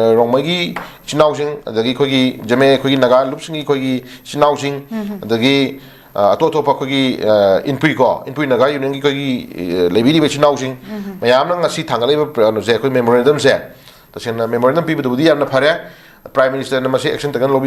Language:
Manipuri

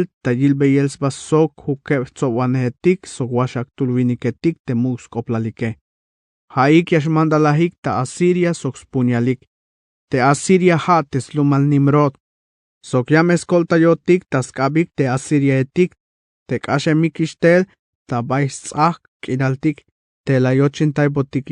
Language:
Tzeltal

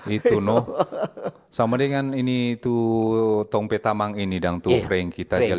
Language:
Manado Malay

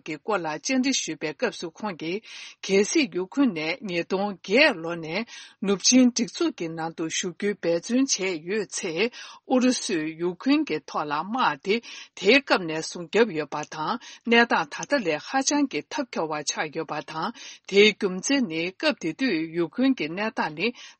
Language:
Tibetan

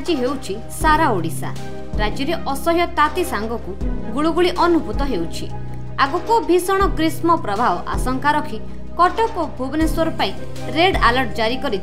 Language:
Odia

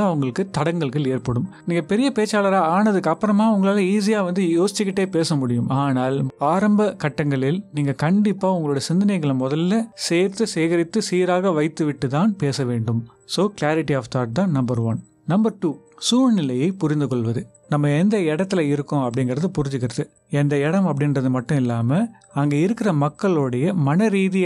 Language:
Tamil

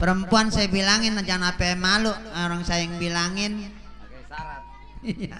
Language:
Betawi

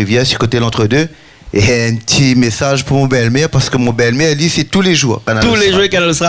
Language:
Réunion Creole French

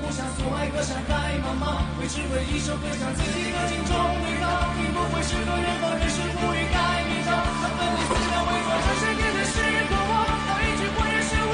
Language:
Chinese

